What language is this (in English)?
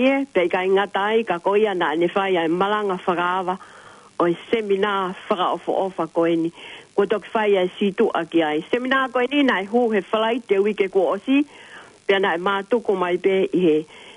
Tongan